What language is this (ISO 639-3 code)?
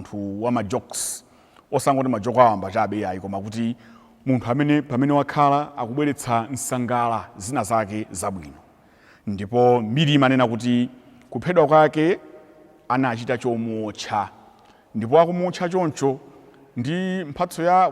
nya